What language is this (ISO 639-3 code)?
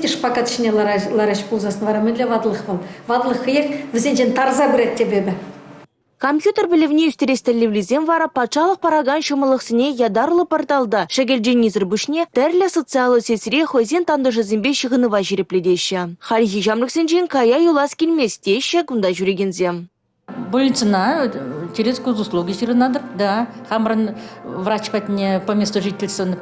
chv